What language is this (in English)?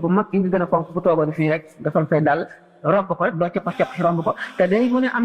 Wolof